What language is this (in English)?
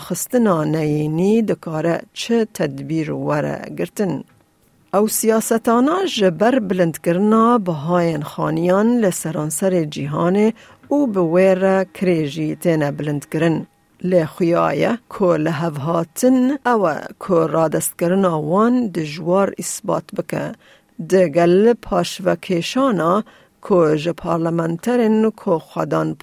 Kurdish